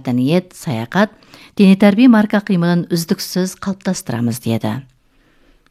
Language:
Kazakh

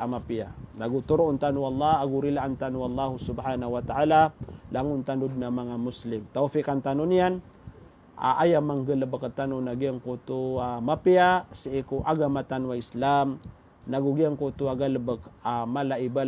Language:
Maranao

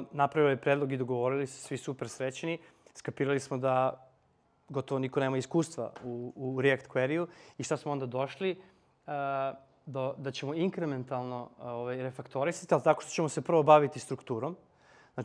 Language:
Serbian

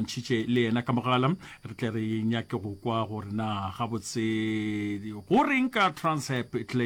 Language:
Northern Sotho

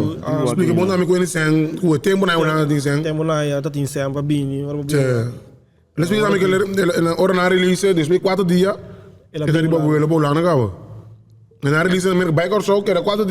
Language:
Papiamento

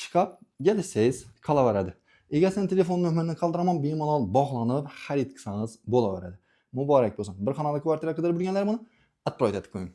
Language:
Uzbek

